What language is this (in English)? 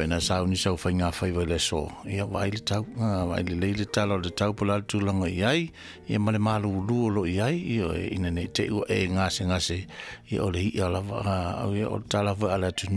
Samoan